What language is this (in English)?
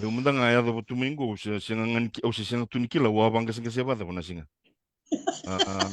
Fijian